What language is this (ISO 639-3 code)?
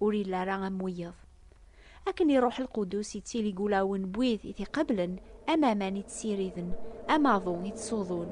kab